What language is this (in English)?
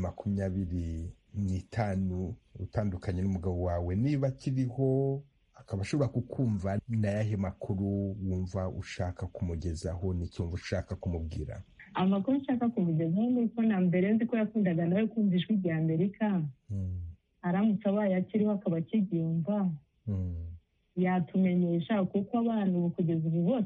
Kinyarwanda